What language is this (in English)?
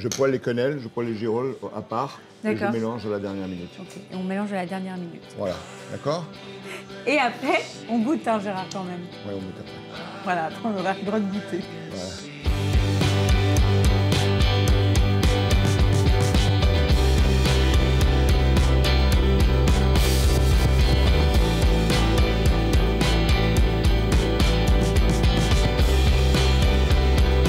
French